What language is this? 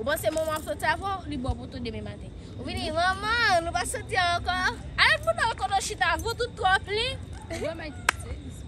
Haitian Creole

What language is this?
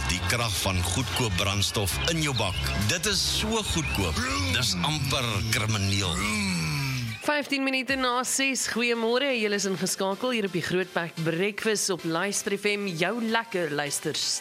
Afrikaans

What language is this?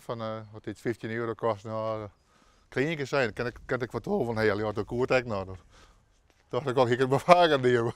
Western Frisian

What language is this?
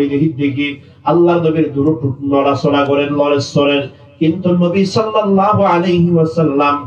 Rohingya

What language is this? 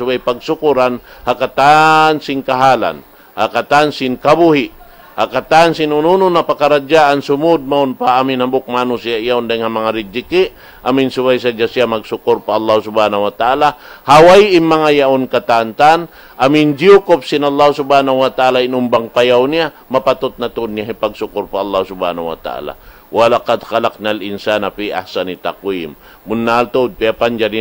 Tausug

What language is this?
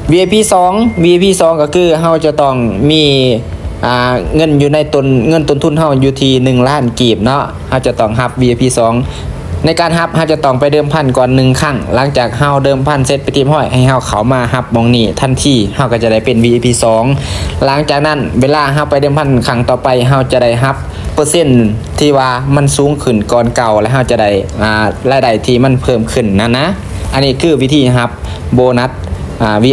Lao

